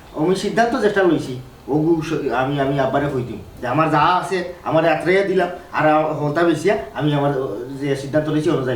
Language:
Sylheti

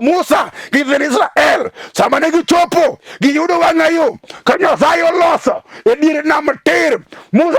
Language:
Luo (Kenya and Tanzania)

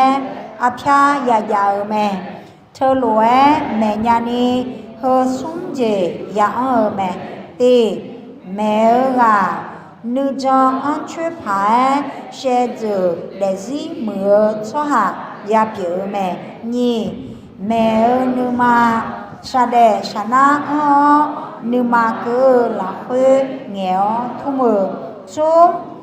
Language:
Akha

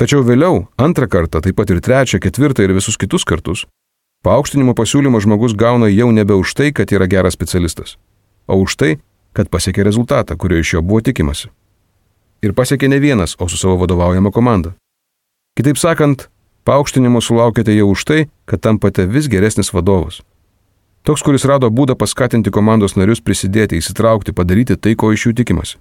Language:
Lithuanian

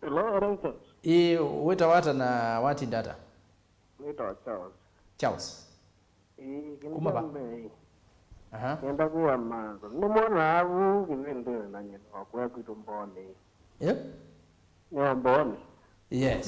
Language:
Kamba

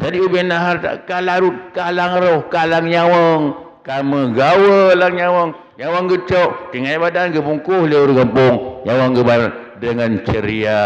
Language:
Achinese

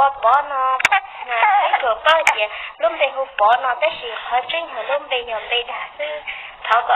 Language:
Hmong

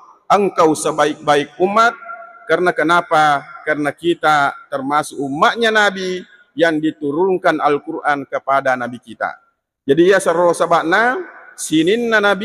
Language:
Buginese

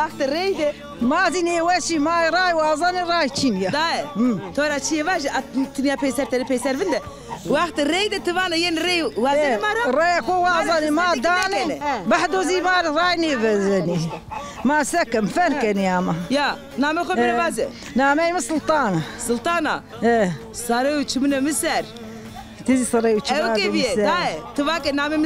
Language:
Zaza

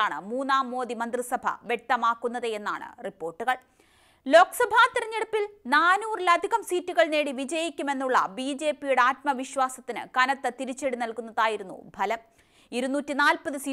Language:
Malayalam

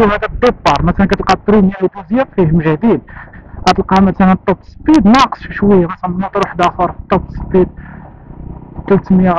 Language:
Moroccan Arabic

